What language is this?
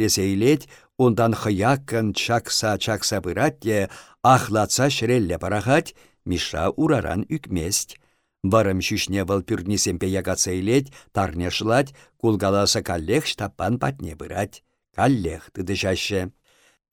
Chuvash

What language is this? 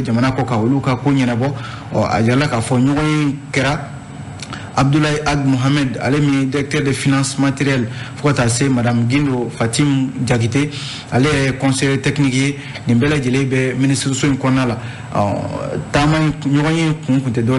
Bambara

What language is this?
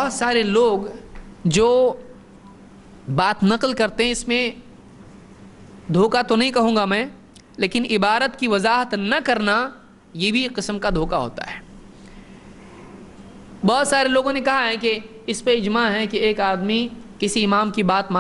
Urdu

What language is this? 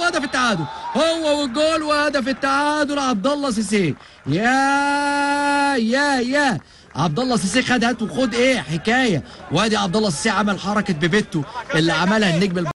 Egyptian Arabic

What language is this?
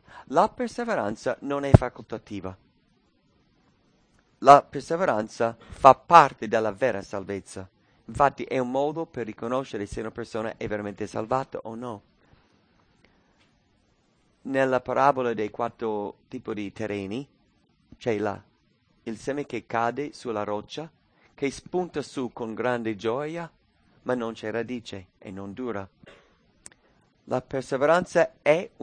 Italian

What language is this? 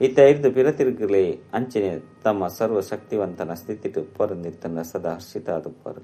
Tulu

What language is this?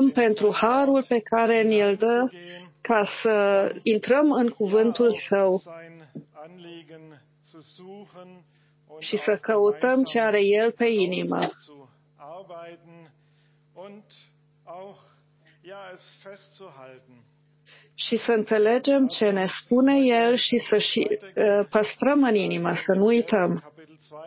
Romanian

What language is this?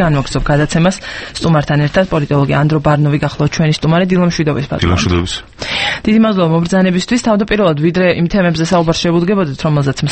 Georgian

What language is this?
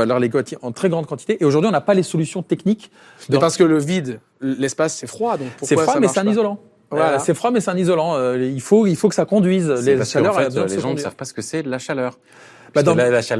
French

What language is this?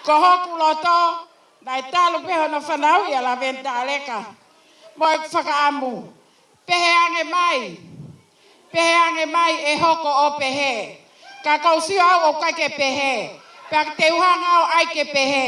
Tongan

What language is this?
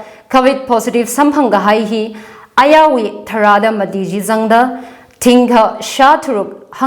Tangkhul Naga (India)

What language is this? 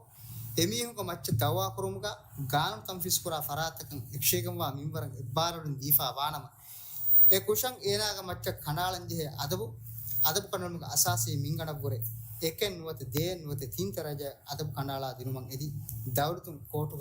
Divehi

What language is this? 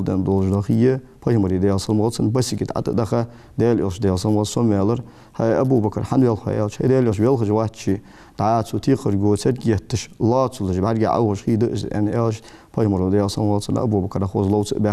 Ingush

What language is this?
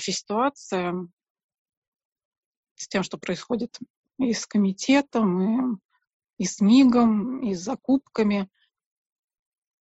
Russian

